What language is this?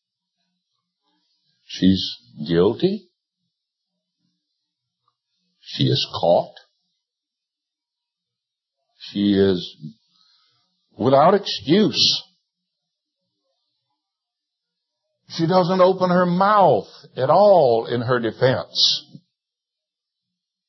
English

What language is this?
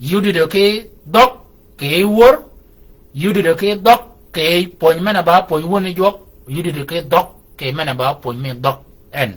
Shilluk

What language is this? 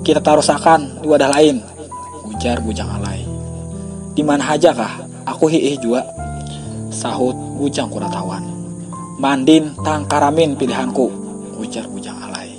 Banjar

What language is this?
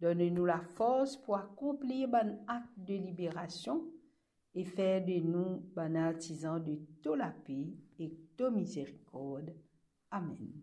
Morisyen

